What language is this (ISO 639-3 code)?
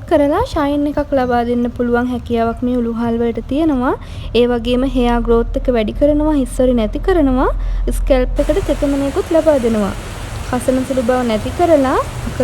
sin